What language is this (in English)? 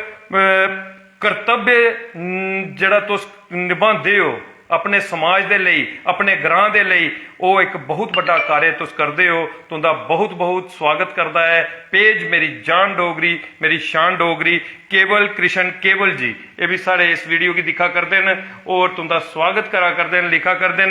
Dogri